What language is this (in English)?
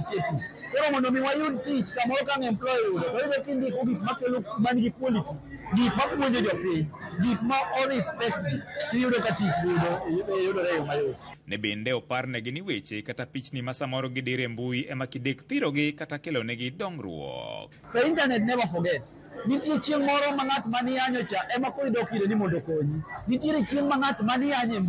Luo (Kenya and Tanzania)